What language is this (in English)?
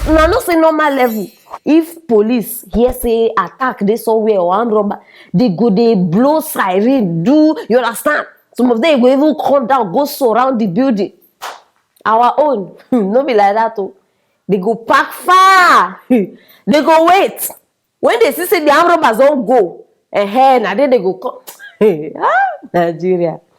Nigerian Pidgin